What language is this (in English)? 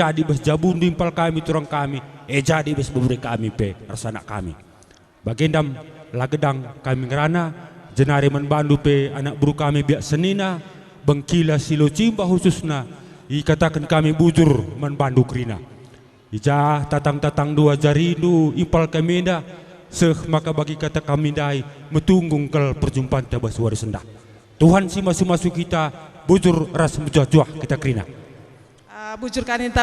Batak Karo